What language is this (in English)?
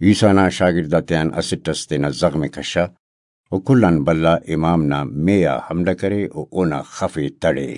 Brahui